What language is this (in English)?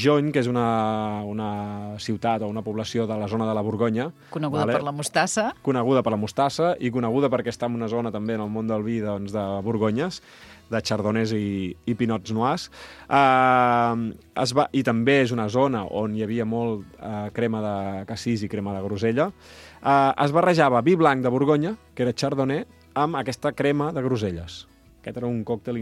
Catalan